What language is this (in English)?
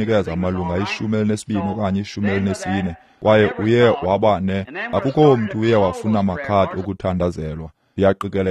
Xhosa